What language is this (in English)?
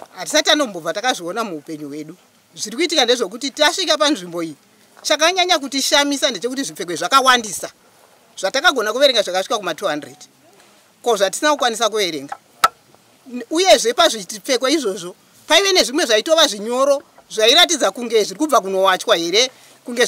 Shona